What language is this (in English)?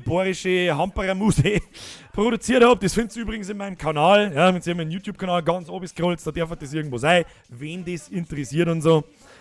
Bavarian